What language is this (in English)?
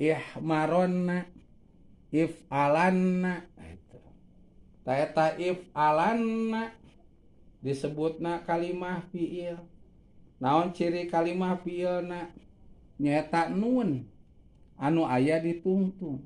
Sundanese